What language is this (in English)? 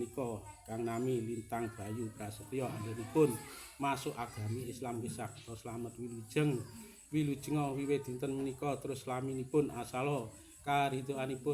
Javanese